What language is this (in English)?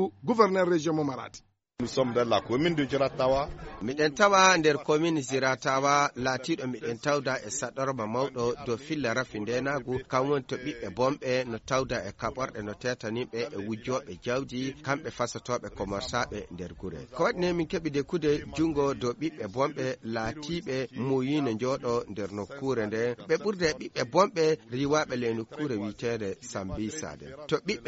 Nigerian Fulfulde